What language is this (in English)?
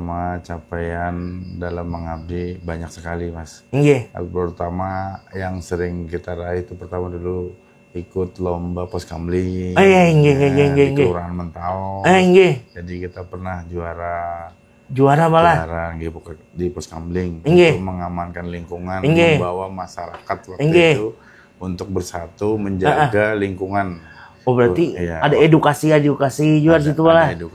Banjar